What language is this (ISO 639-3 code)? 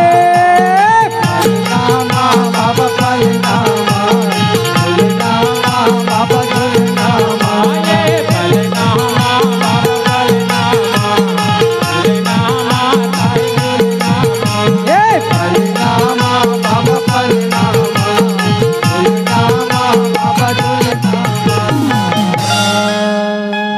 hne